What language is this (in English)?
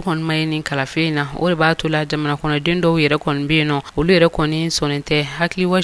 Bambara